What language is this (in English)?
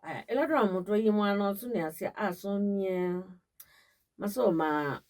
Kamba